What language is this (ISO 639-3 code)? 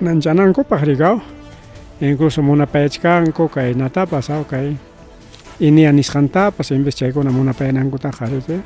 quy